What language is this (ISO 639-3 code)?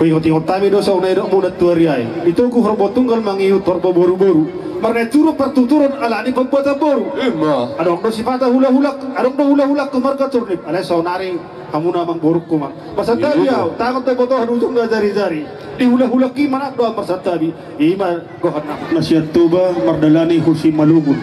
bbc